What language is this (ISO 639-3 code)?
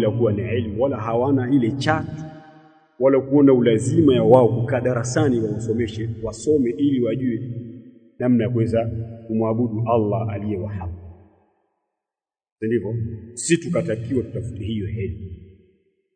swa